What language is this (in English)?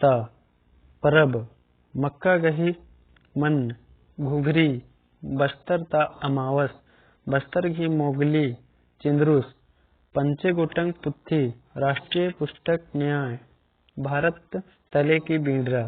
Kurukh